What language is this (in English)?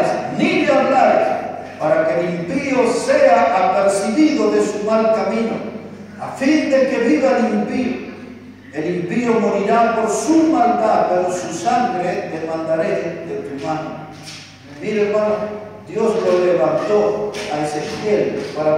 Spanish